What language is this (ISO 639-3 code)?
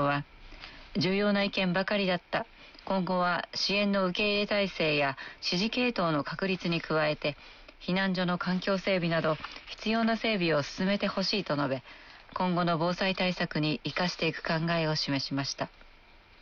jpn